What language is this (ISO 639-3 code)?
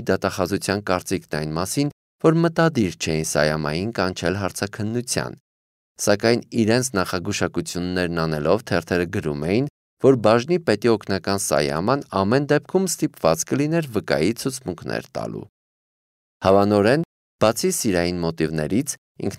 hye